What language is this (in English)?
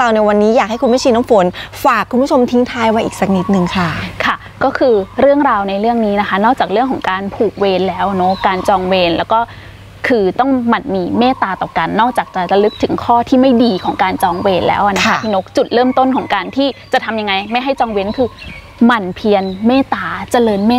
Thai